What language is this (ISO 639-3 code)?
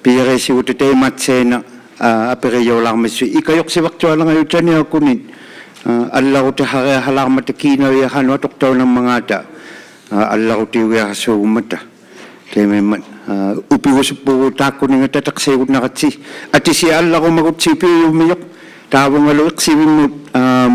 iku